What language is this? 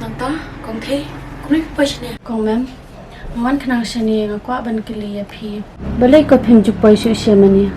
Khasi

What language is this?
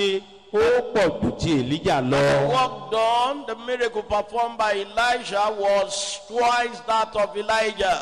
Yoruba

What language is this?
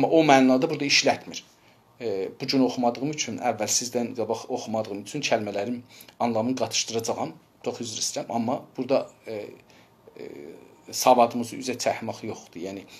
South Azerbaijani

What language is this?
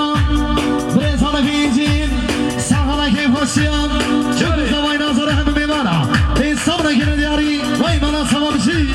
Kurdish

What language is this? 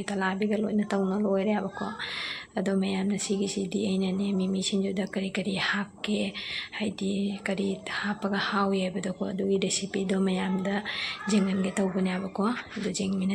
Manipuri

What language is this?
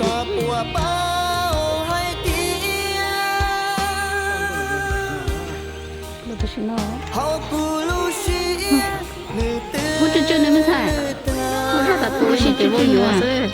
Hmong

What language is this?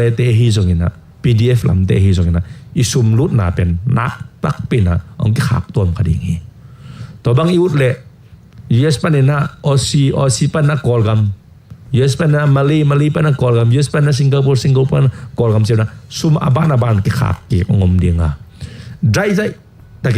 Tedim Chin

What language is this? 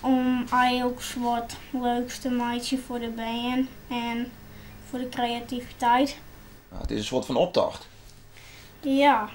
Western Frisian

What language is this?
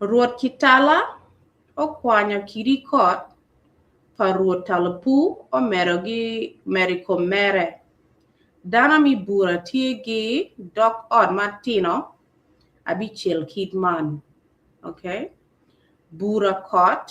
Acoli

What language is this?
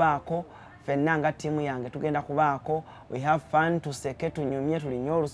Ganda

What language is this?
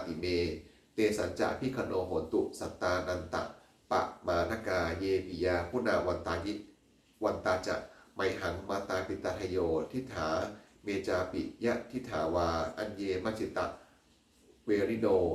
Pali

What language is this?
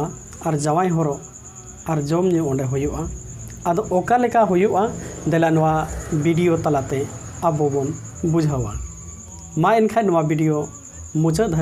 Santali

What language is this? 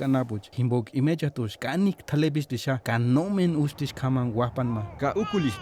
Purepecha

